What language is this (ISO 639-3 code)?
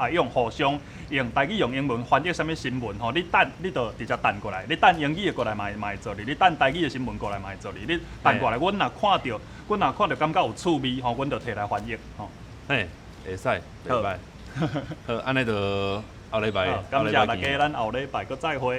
nan